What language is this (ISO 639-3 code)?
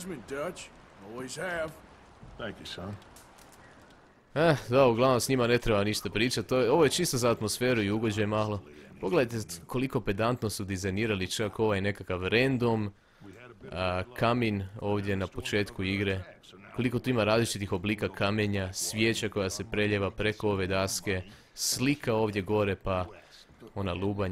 hrv